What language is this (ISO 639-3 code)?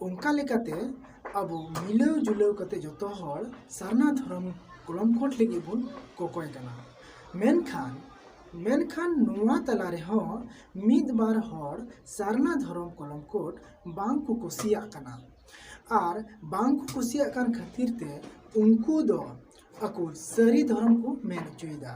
sat